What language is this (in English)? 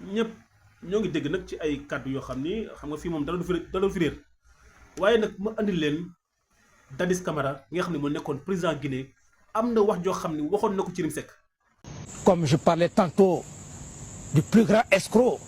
Wolof